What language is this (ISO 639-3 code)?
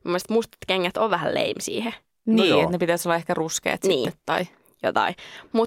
fin